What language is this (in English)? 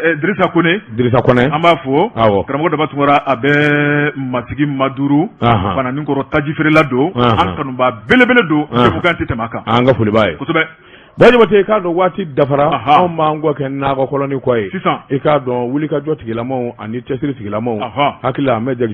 Bambara